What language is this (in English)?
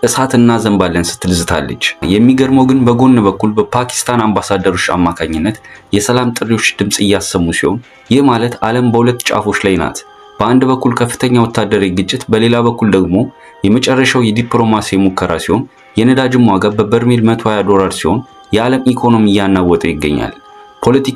Amharic